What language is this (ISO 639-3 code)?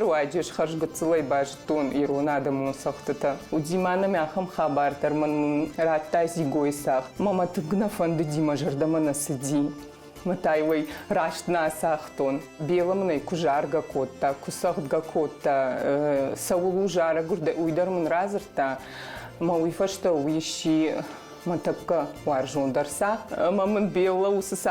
oss